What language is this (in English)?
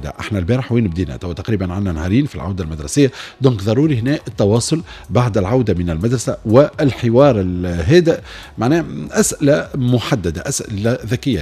Tunisian Arabic